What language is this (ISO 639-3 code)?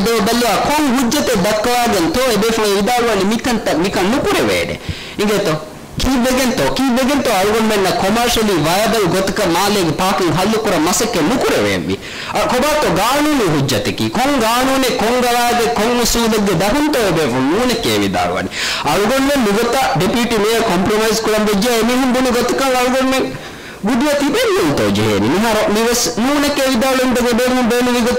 div